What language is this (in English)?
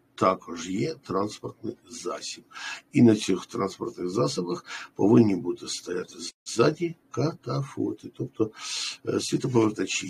Ukrainian